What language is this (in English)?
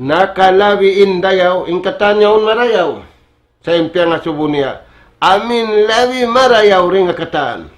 Tausug